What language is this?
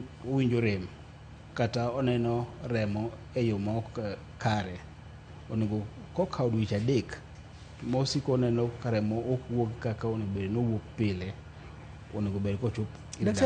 Luo (Kenya and Tanzania)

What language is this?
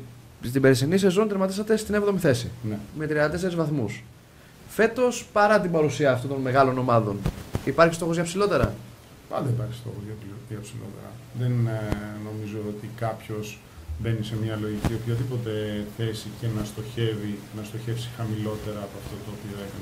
Greek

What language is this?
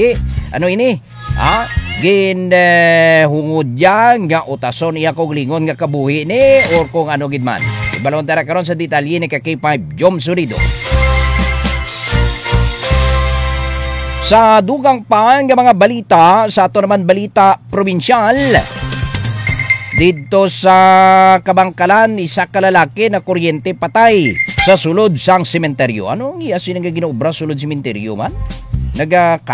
Hiligaynon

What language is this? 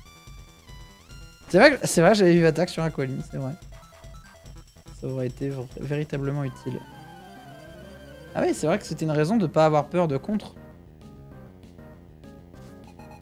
French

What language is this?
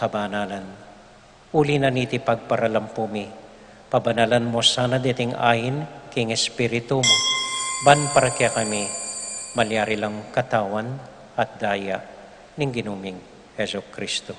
Pampanga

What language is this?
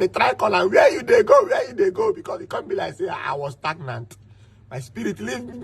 Nigerian Pidgin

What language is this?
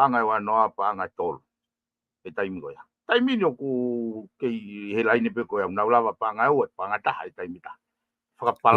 Tongan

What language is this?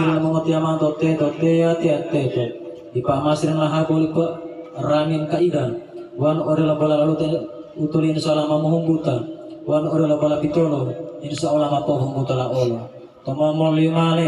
Gorontalo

